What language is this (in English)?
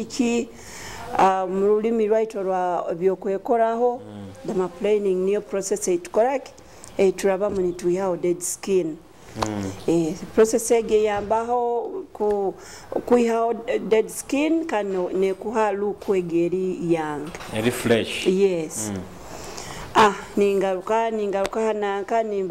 Nyoro